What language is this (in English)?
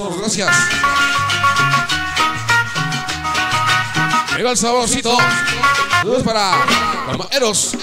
Spanish